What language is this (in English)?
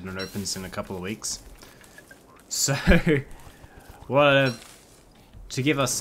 English